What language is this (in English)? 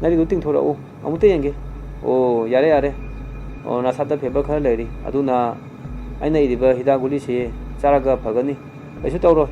Manipuri